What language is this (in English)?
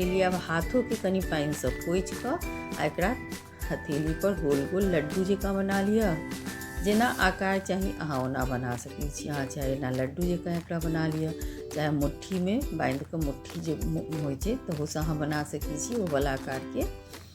Maithili